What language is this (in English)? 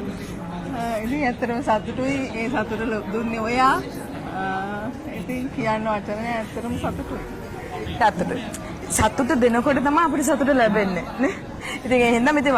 Sinhala